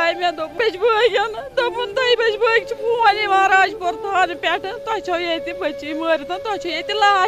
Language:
Kashmiri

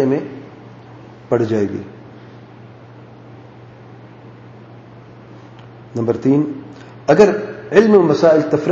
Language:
Urdu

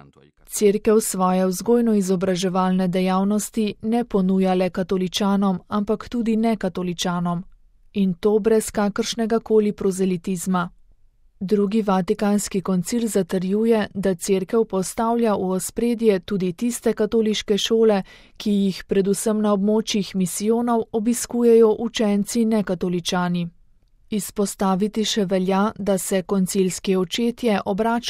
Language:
Slovenian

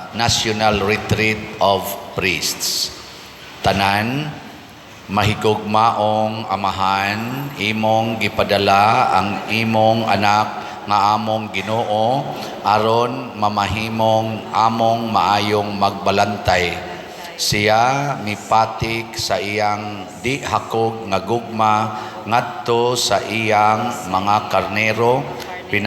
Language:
Cebuano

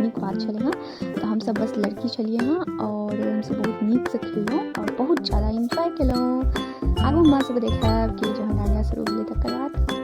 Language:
Maithili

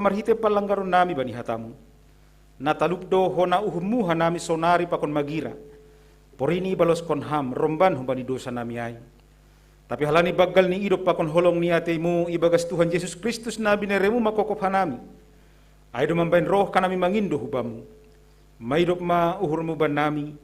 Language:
Batak Simalungun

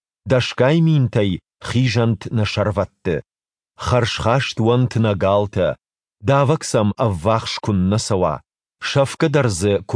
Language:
Ossetic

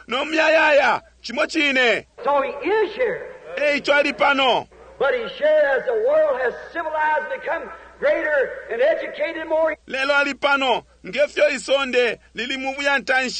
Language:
Bemba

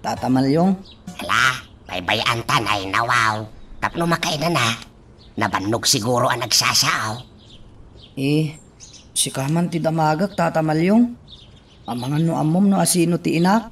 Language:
Iloko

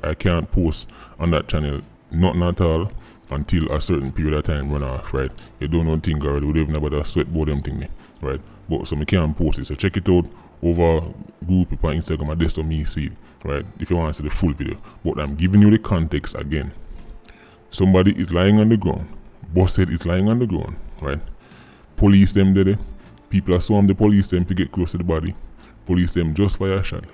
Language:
Jamaican Creole English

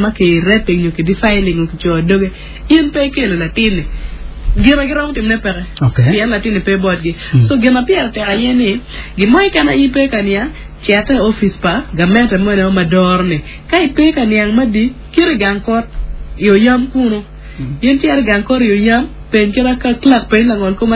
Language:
Acoli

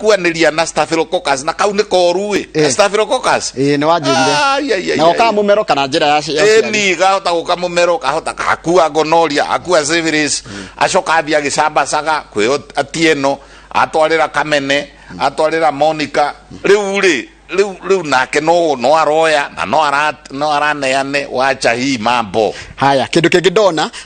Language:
Kikuyu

